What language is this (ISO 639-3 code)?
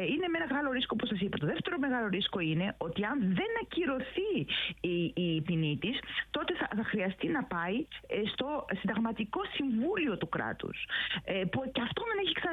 ell